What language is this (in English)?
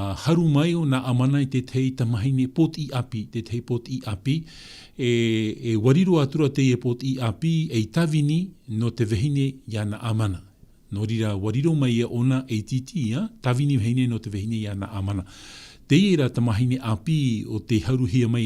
Tahitian